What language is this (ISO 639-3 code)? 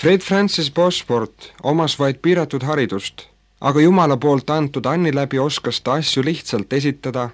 est